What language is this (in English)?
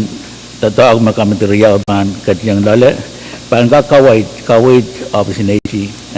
Pohnpeian